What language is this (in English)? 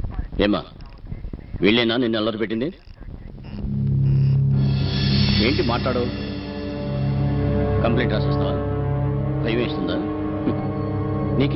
Telugu